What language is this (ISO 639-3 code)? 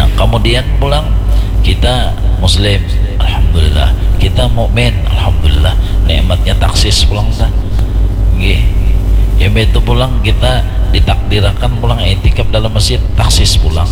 bjn